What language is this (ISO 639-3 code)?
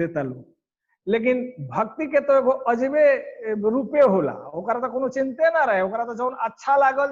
bho